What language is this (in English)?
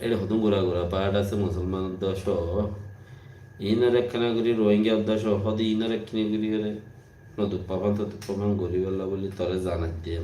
Rohingya